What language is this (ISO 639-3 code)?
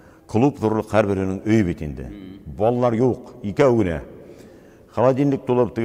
bak